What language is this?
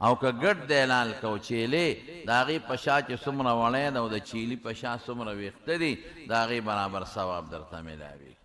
Pashto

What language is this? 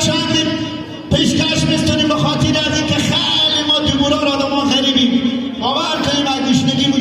Hazaragi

